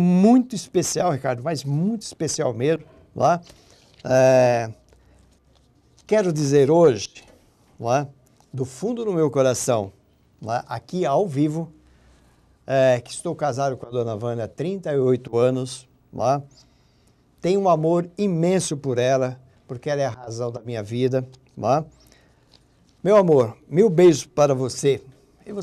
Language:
Portuguese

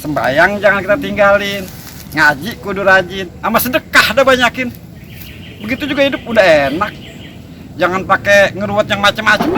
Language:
Betawi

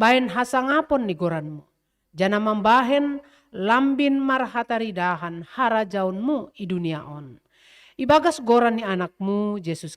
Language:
Batak Simalungun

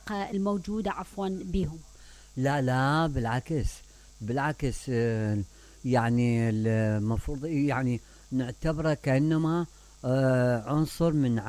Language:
Mesopotamian Arabic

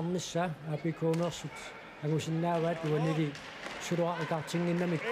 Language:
Kalaallisut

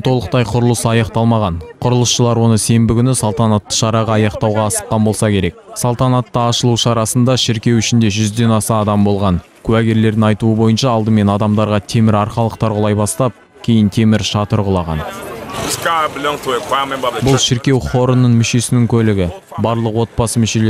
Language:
Kazakh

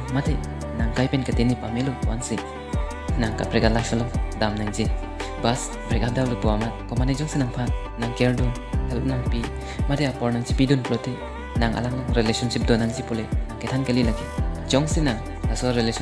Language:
Karbi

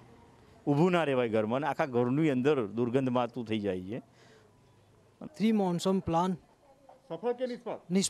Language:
Gujarati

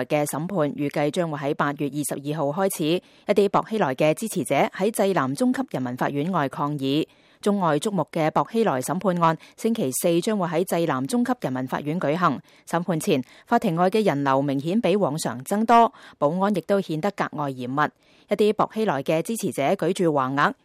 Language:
Cantonese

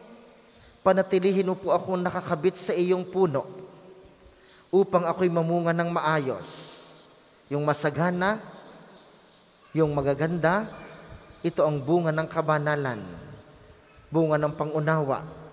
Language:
Filipino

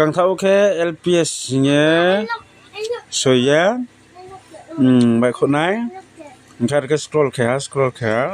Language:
Riang (India)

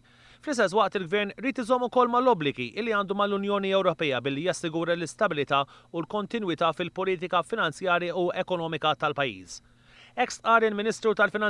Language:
Maltese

